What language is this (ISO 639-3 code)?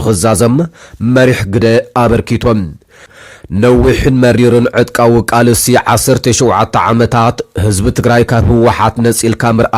tir